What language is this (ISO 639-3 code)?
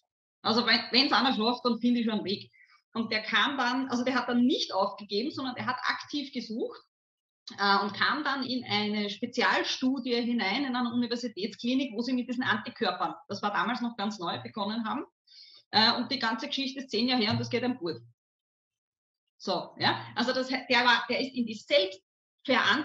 deu